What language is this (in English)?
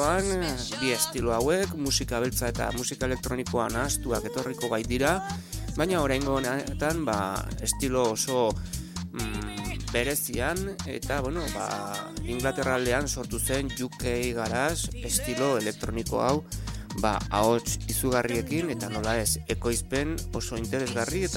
Basque